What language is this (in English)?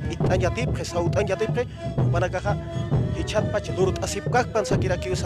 Aymara